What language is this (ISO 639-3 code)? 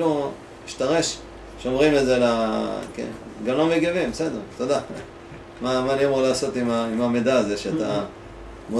heb